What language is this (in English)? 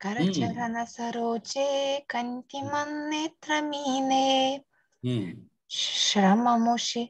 Sanskrit